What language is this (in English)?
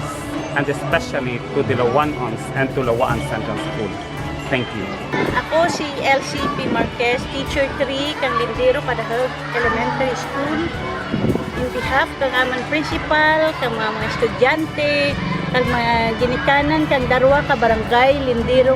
Kinaray-a